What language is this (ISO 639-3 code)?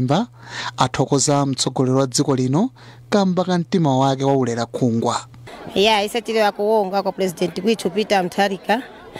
nya